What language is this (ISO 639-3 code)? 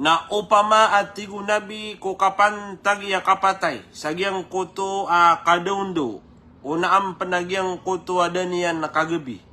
mrw